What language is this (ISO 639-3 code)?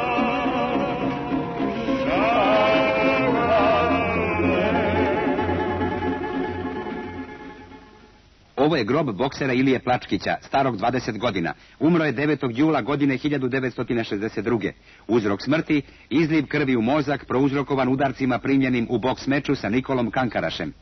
srp